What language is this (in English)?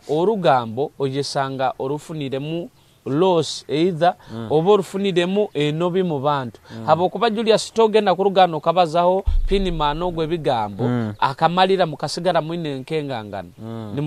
Nyoro